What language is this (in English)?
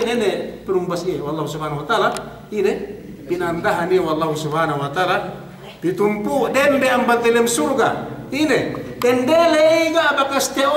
Yakan